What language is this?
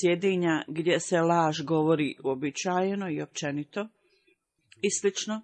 Bosnian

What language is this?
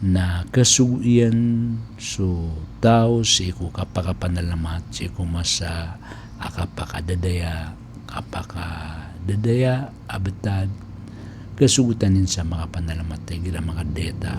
Maranao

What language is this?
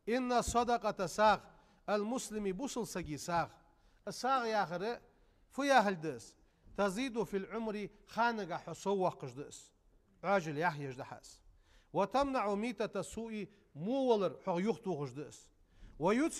Ingush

